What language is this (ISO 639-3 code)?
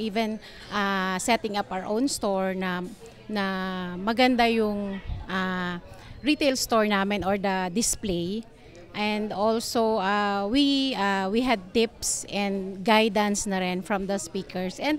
bik